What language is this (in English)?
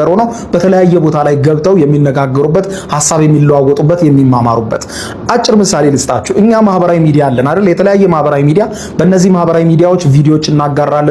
Amharic